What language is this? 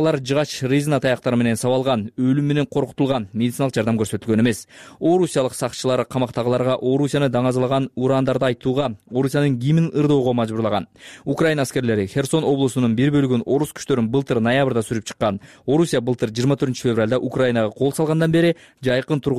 Kyrgyz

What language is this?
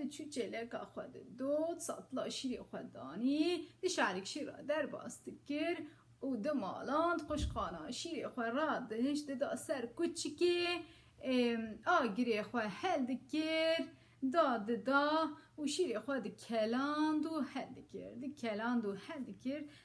Kurdish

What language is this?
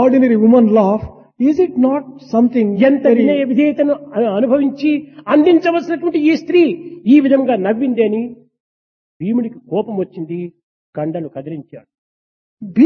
Telugu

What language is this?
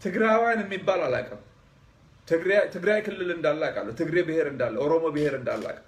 Amharic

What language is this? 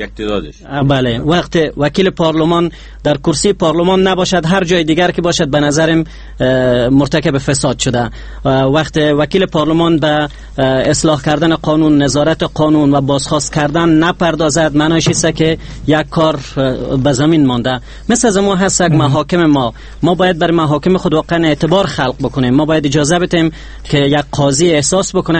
Persian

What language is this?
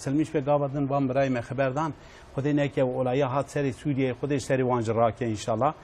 Kurdish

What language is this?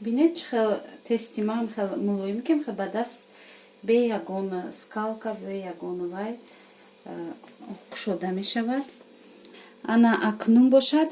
Tajik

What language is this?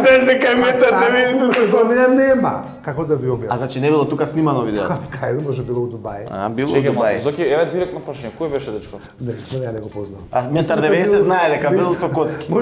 Macedonian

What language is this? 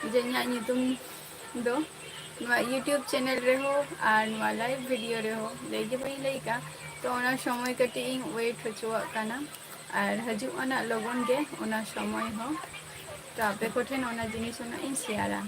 Santali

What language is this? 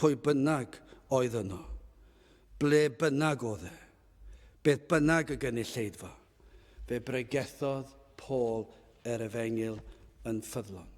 Welsh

